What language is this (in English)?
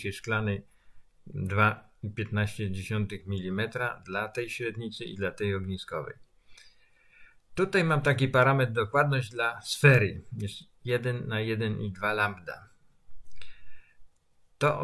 Polish